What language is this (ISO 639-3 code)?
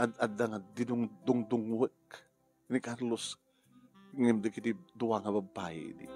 ilo